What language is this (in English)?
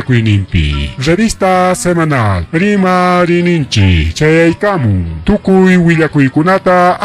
Ayacucho Quechua